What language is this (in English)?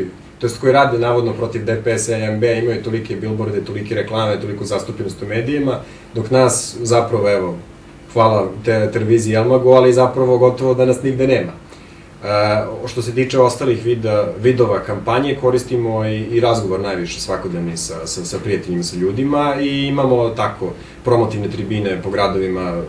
Bosnian